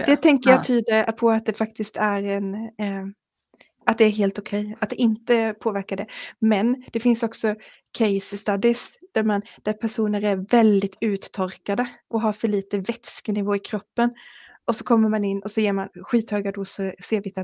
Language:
Swedish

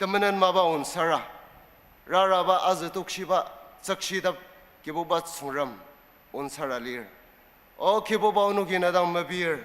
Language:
Ao Naga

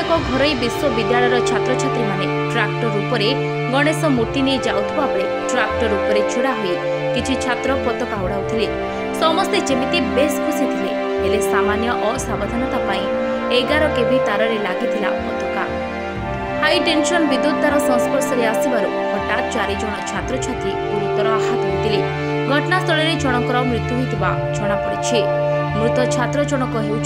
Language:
Odia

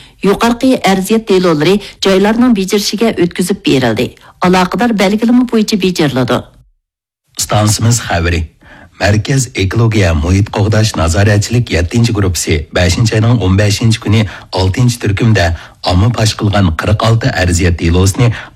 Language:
Uyghur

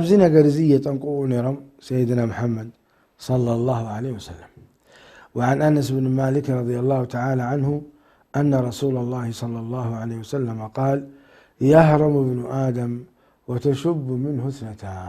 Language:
Tigrinya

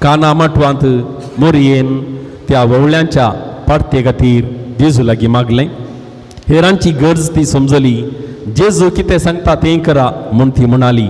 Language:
Konkani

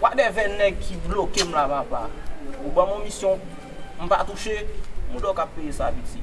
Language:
Haitian Creole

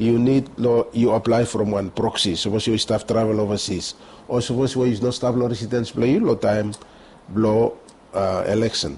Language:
Bislama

